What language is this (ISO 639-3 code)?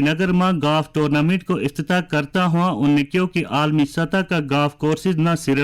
gju